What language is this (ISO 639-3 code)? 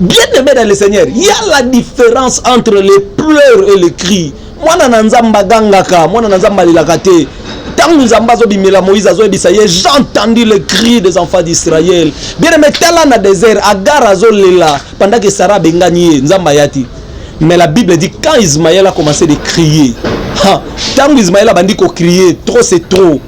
lin